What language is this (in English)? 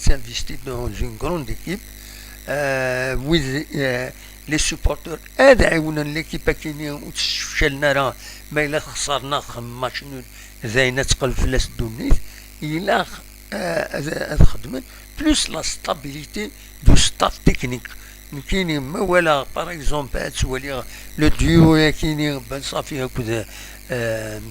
Kabyle